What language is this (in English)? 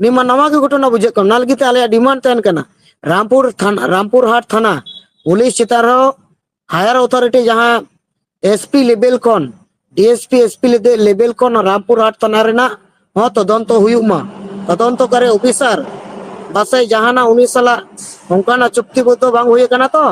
Santali